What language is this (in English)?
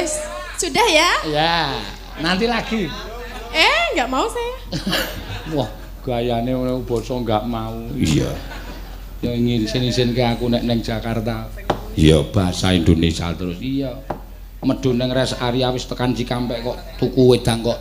Javanese